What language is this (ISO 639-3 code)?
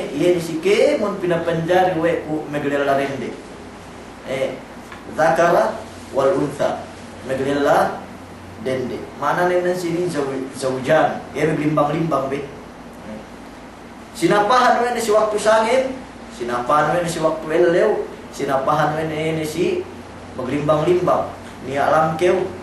yka